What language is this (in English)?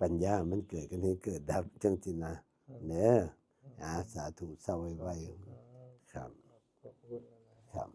Northeastern Thai